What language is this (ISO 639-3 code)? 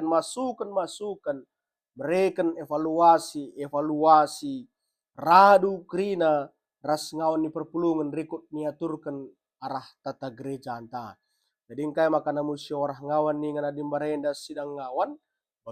btx